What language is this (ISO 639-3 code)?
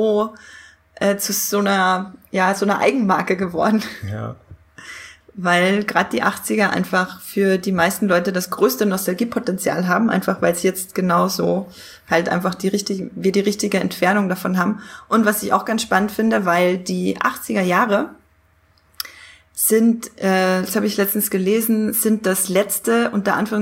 deu